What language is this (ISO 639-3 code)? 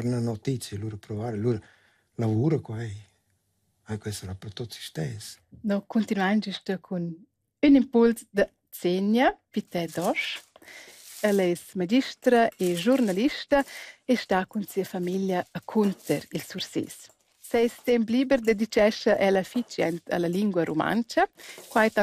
roh